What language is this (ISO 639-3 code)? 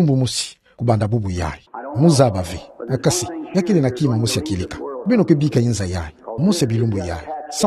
ktu